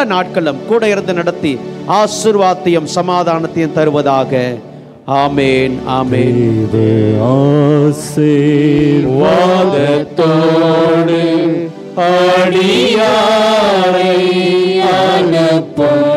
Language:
Tamil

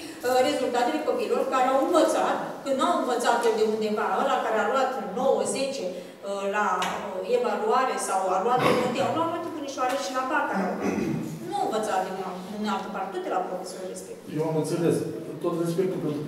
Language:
Romanian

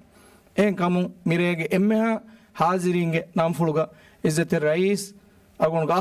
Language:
Divehi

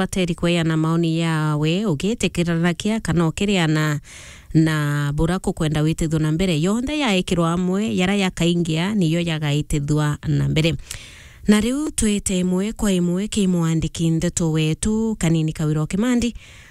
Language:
Meru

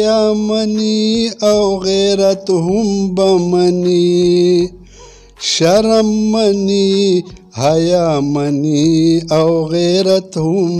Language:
Pashto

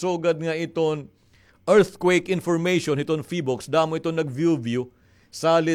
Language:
Waray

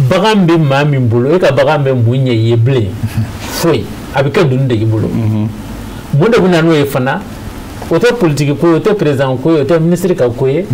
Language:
Bambara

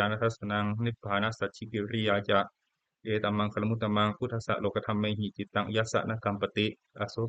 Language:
Pali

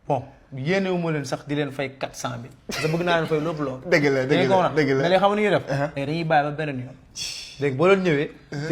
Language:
Wolof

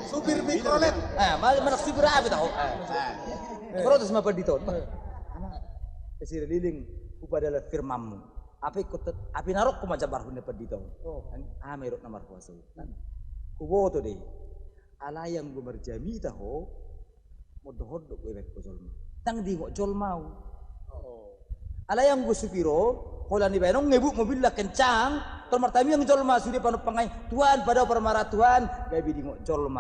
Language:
Batak Toba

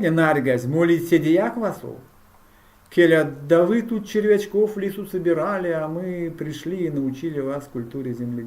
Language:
Erzya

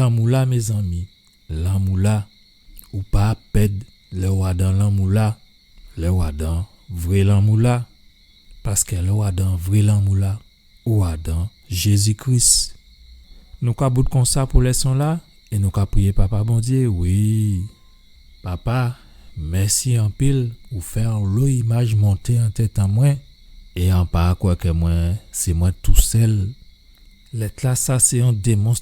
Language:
Guadeloupean Creole French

